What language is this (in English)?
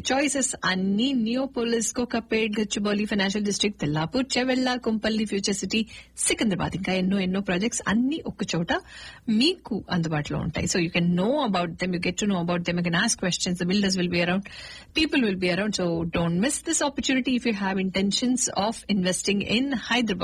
Telugu